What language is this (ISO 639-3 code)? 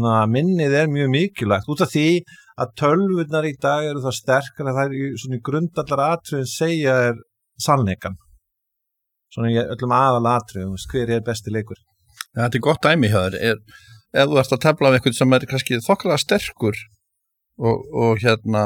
isl